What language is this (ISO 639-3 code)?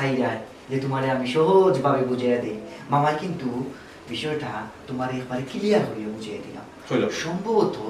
syl